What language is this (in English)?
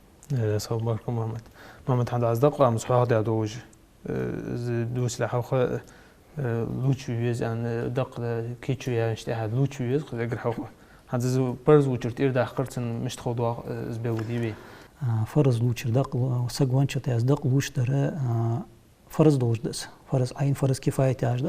Ingush